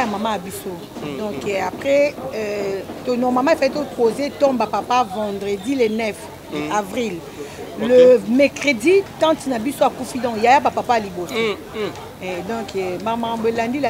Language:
Lingala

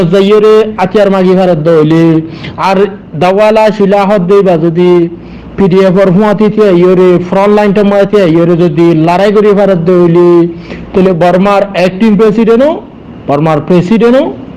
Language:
Rohingya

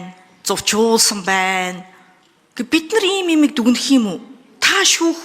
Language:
Mongolian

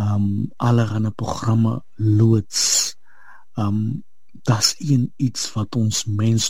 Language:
Afrikaans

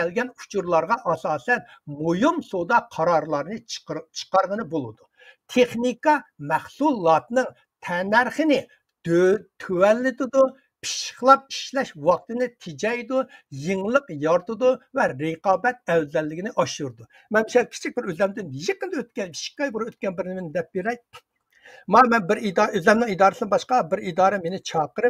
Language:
Uyghur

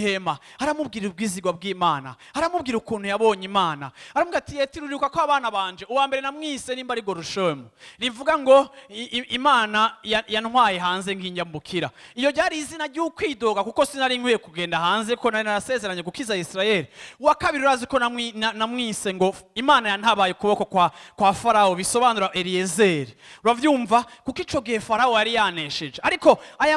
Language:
Rundi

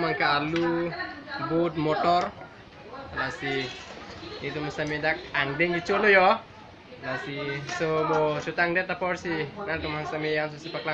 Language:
Karbi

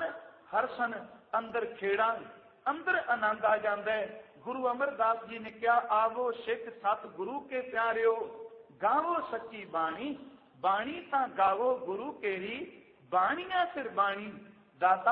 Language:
Punjabi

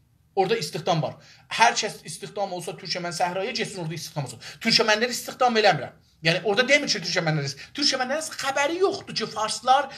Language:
South Azerbaijani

